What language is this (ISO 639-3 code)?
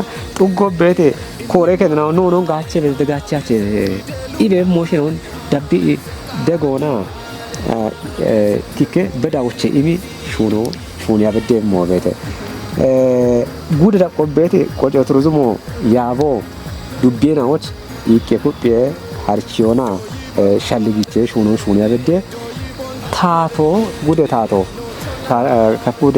kbr